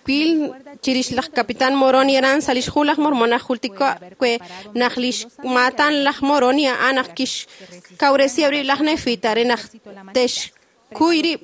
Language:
Kekchí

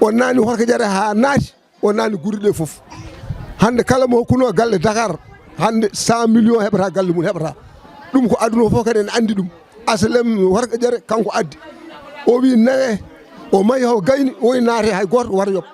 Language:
Fula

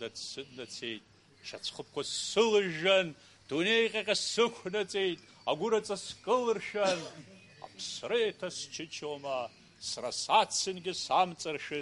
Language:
Abkhazian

